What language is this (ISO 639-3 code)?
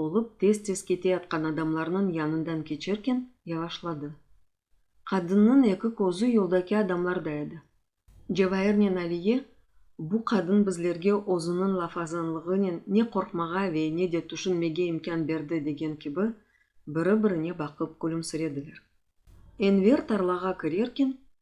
crh